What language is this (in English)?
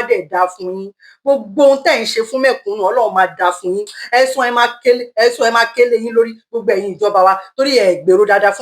Yoruba